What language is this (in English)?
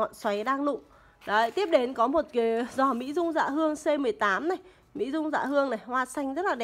Vietnamese